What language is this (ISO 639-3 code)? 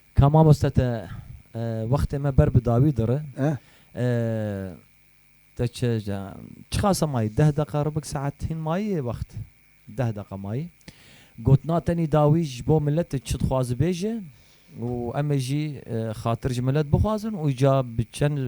kur